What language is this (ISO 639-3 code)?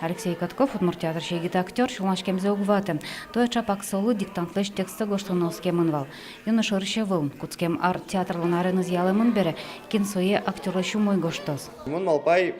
udm